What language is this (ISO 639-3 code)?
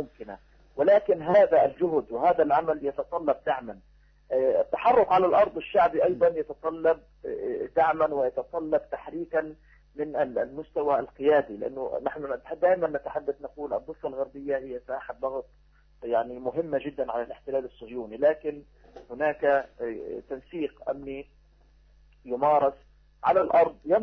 ara